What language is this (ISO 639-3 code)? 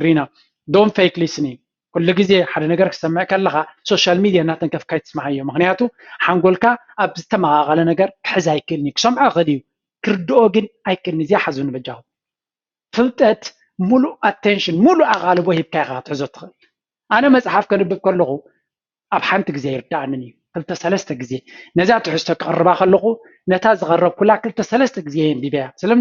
tir